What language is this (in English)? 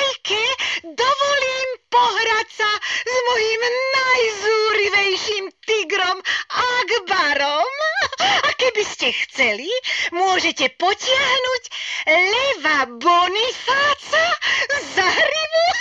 Slovak